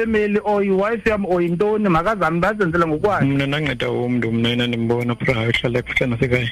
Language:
Xhosa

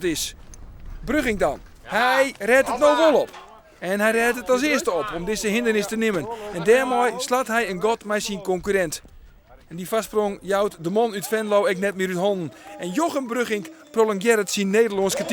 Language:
Western Frisian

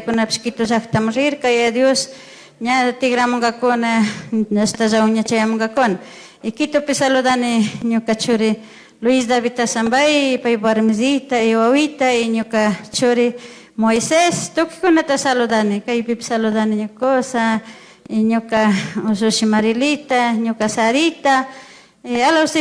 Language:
Chimborazo Highland Quichua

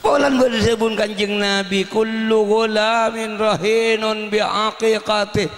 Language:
Madurese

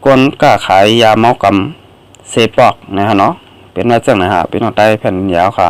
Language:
Shan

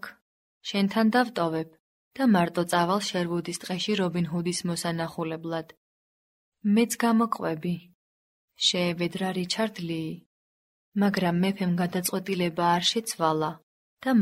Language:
Georgian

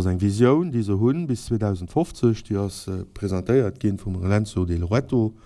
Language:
Luxembourgish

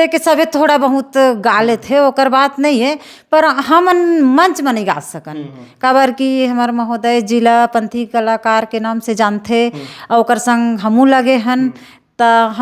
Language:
Chhattisgarhi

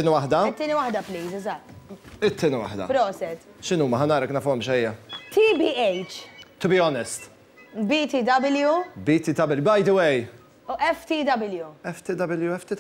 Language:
Maltese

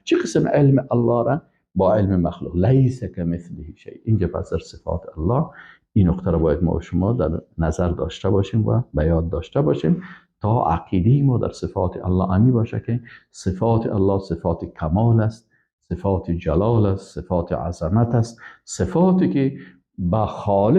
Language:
Persian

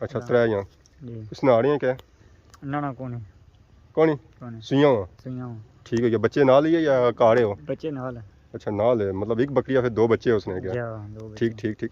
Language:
Pahari-Potwari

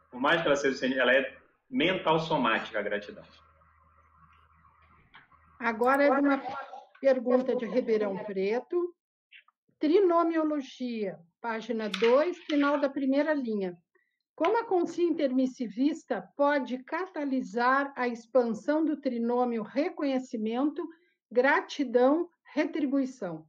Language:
Portuguese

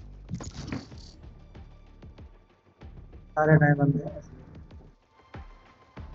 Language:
Hindi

